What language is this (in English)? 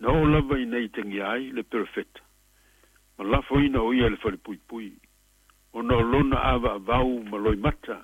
Samoan